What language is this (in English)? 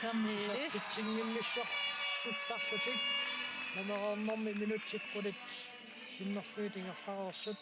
Kalaallisut